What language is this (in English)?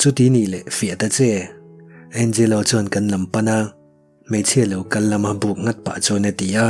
Mizo